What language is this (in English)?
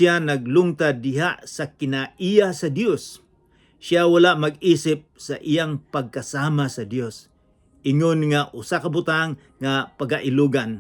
Cebuano